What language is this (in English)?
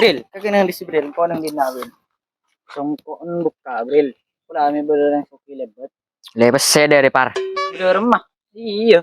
Madurese